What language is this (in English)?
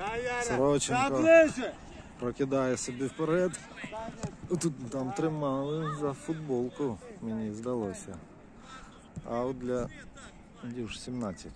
Ukrainian